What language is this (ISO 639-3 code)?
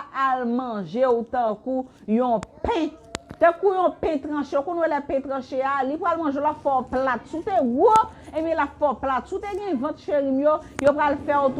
hat